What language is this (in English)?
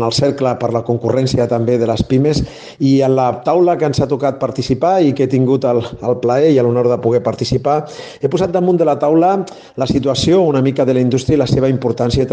Catalan